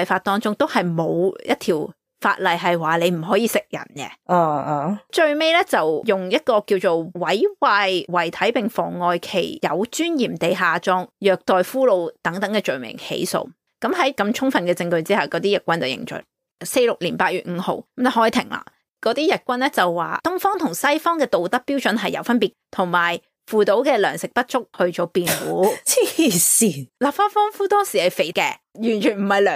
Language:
Cantonese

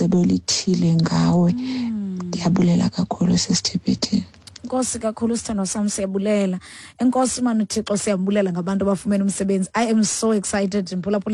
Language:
Xhosa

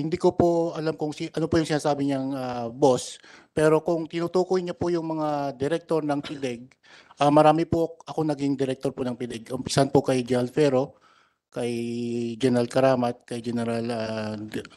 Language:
Filipino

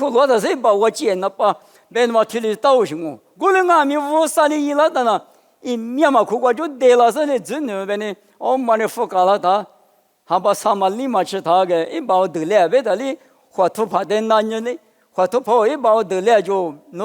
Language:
Lisu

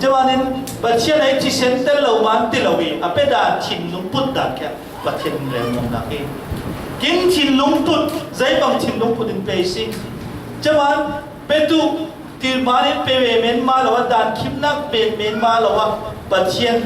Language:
Falam Chin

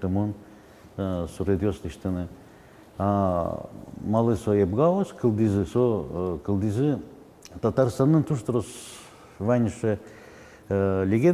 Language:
Udmurt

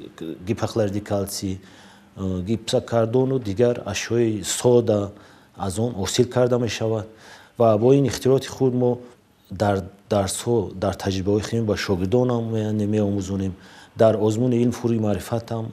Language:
Tajik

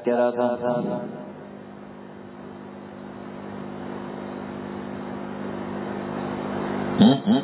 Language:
Urdu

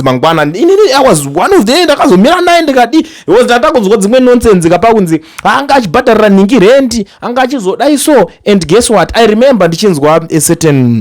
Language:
Shona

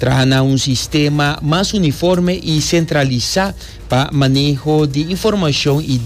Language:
Papiamento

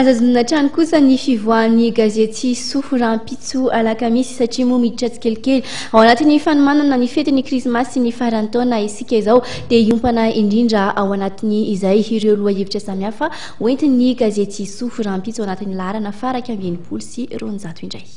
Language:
Malagasy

